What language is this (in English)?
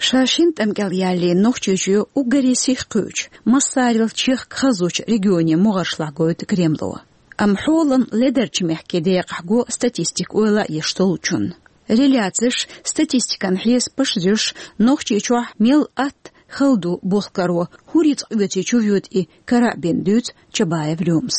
Chechen